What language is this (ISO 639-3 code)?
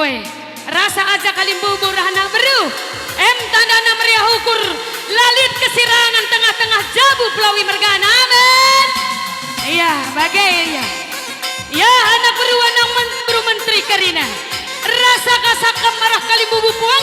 btx